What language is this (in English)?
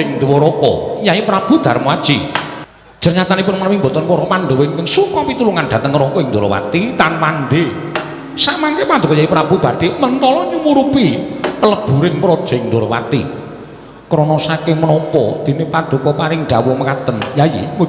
Javanese